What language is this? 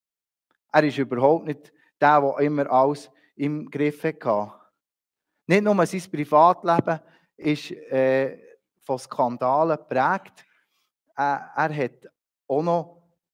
Swiss German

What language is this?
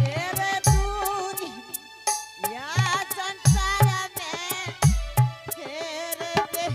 Angika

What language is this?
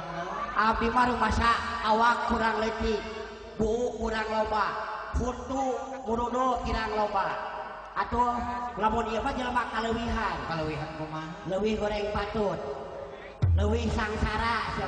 Sundanese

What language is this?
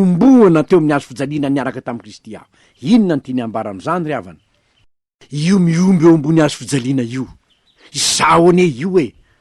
Malagasy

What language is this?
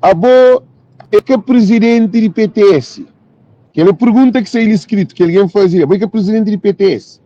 Kabuverdianu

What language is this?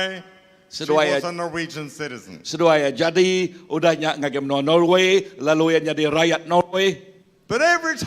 Iban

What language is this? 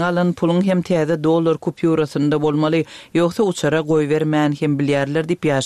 Turkmen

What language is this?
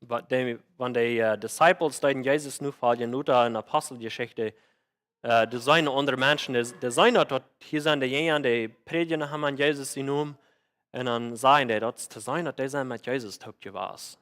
Plautdietsch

